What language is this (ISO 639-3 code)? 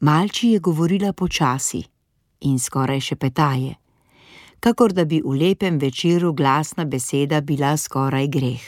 slv